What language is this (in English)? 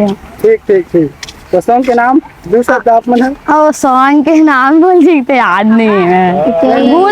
Chhattisgarhi